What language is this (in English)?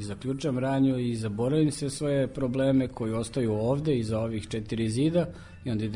Serbian